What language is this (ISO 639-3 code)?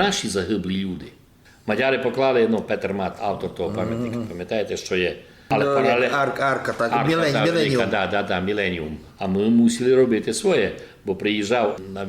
rue